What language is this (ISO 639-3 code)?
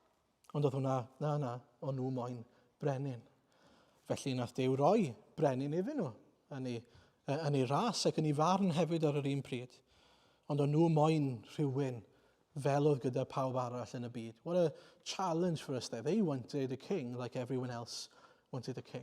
cym